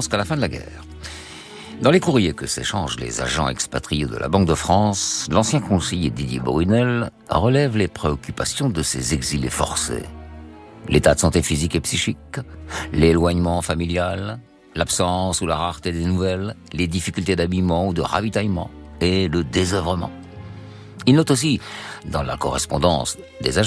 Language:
French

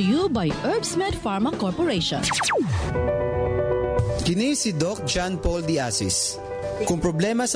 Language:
Cebuano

